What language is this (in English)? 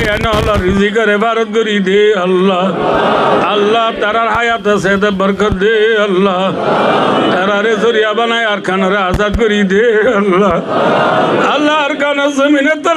Rohingya